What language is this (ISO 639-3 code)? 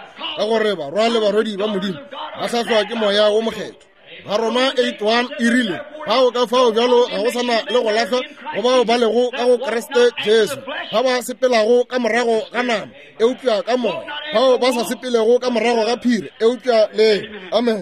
nso